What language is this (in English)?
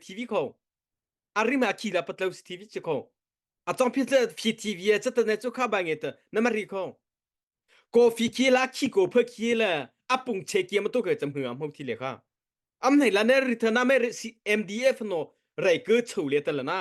Mara Chin